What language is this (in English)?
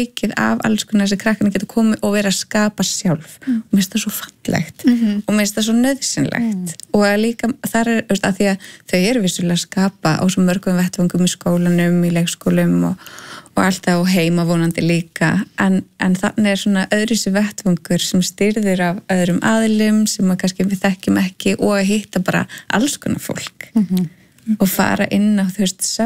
Icelandic